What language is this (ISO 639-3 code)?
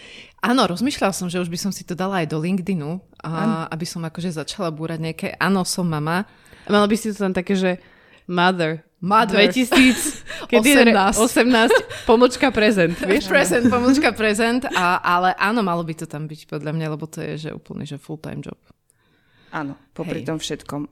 slk